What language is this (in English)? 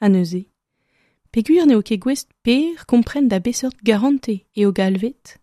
Breton